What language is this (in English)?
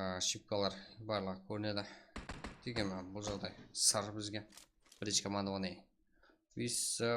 Kara-Kalpak